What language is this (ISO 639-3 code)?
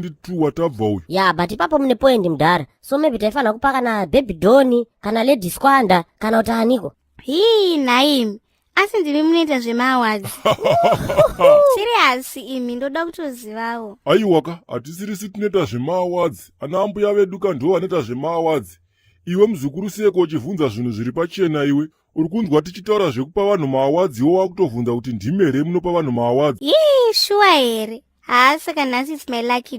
sna